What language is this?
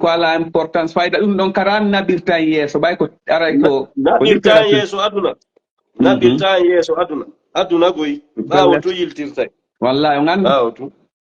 Fula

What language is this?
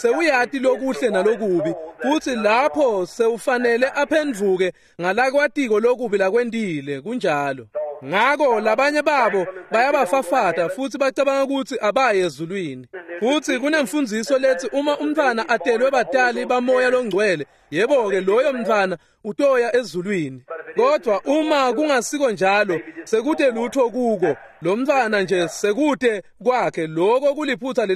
Swati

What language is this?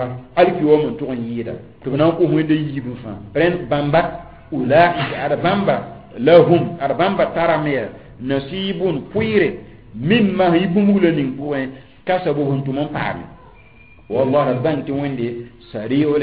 Mossi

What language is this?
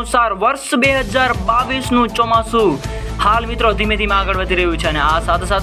Gujarati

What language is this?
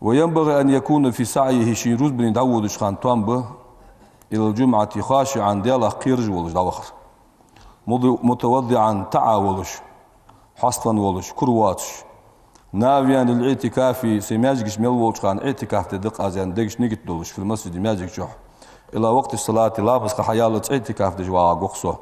Ingush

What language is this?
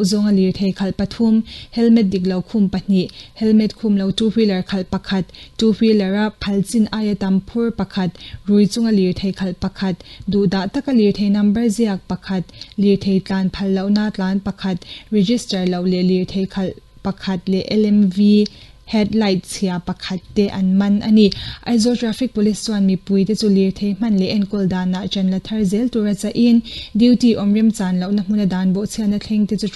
Mizo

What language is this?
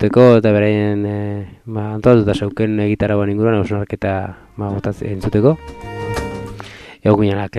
Basque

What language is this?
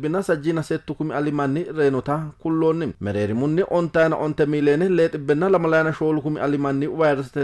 Sidamo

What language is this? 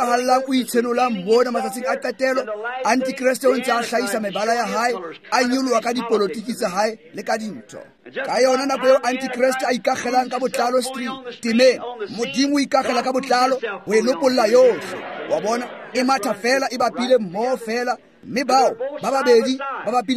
Tswana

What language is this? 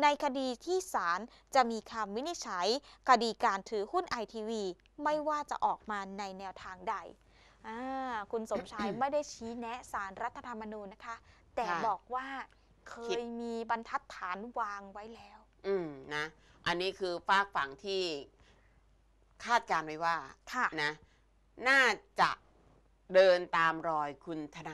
Thai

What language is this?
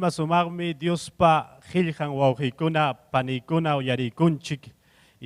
Ayacucho Quechua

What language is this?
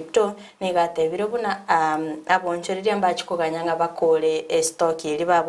Gusii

